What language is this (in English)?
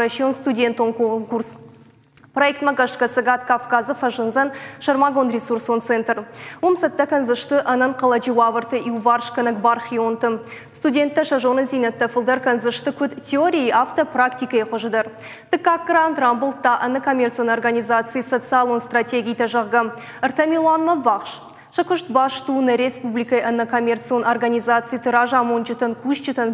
Ossetic